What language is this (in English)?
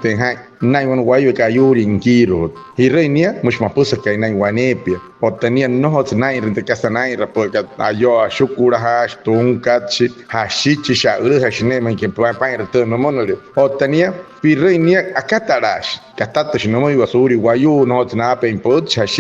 Wayuu